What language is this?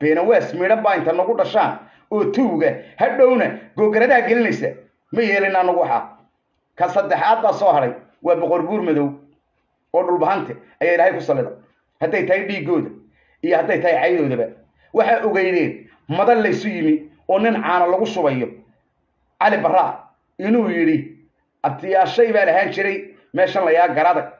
Somali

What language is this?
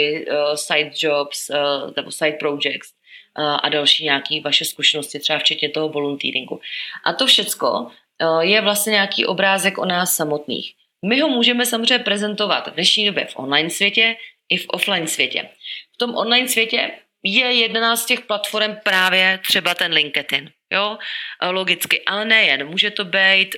Czech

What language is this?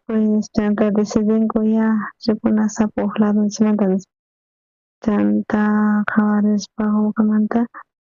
South Bolivian Quechua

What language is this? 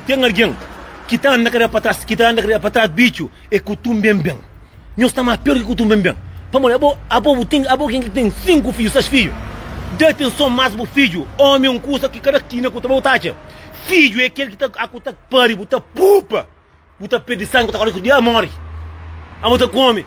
Kabuverdianu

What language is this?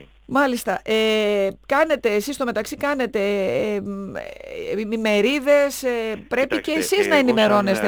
Greek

